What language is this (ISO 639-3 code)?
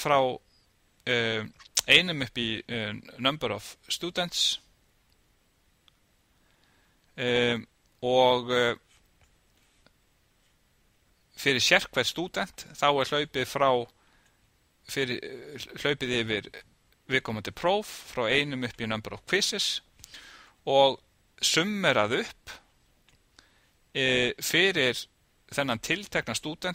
isl